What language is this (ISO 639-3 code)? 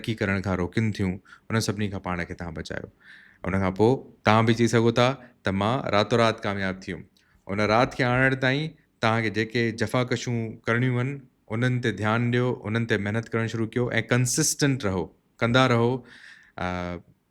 snd